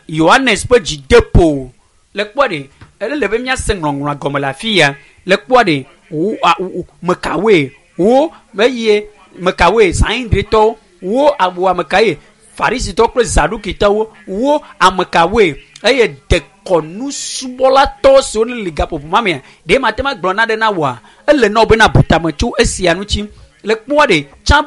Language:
Ewe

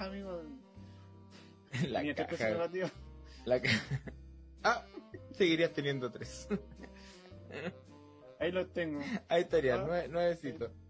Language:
Spanish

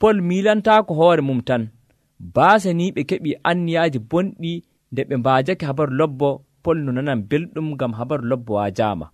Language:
Nigerian Fulfulde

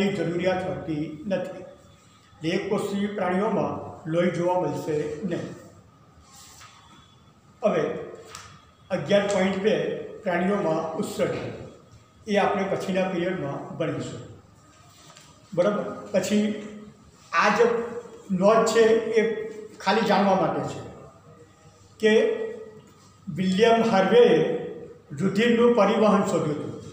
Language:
Gujarati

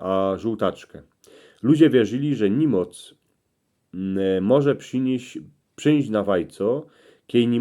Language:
Silesian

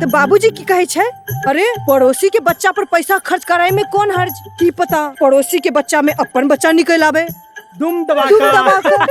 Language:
Maithili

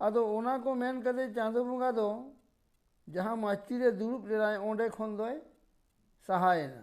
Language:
Santali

